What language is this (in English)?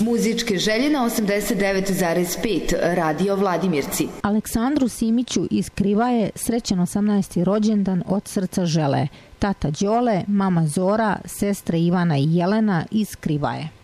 Serbian